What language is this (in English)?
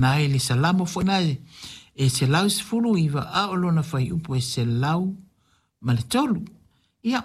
Samoan